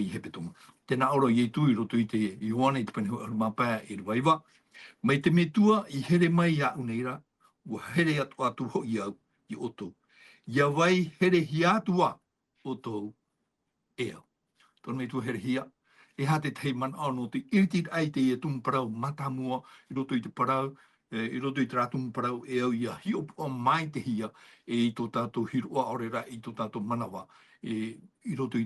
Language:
Tahitian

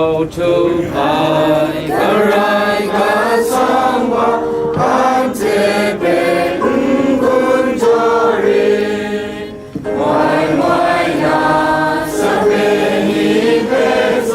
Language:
Kachin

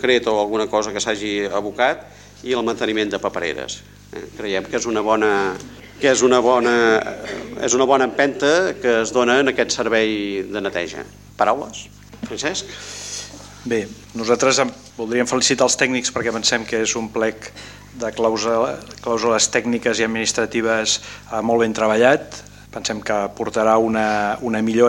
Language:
Catalan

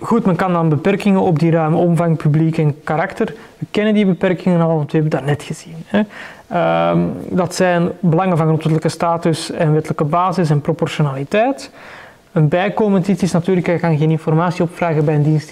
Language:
Dutch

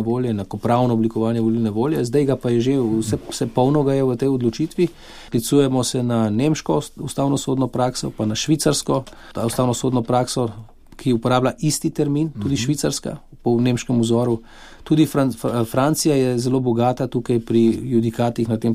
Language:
Slovenian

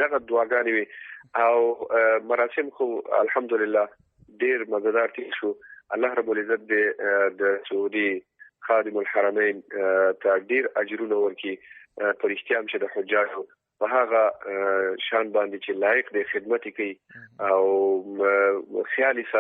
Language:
Pashto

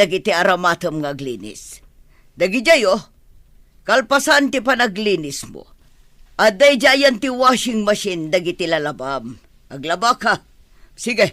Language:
Iloko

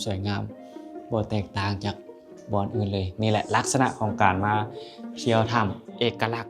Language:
Lao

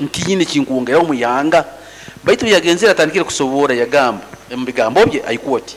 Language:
Nyoro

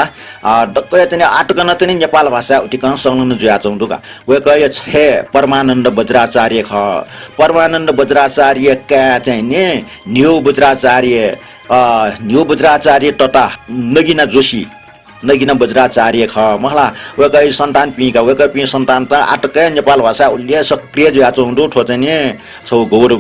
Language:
Newari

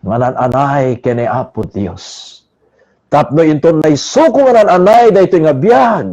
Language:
Iloko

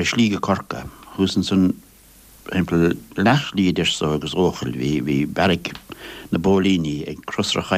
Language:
Irish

